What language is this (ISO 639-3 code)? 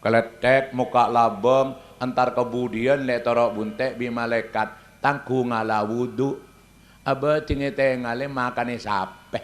mad